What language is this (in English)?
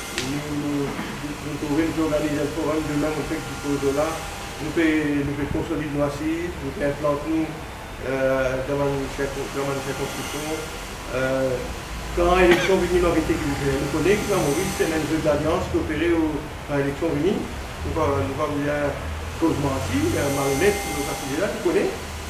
Morisyen